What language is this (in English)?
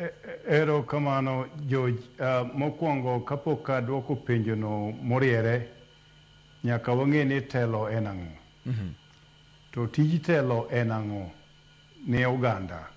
Luo (Kenya and Tanzania)